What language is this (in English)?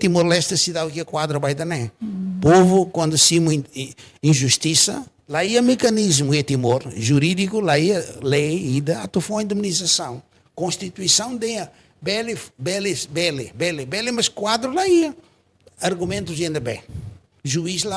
Tetum